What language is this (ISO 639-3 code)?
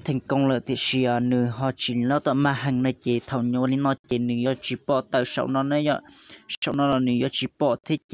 hmn